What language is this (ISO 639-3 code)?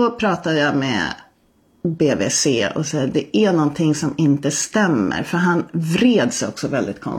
swe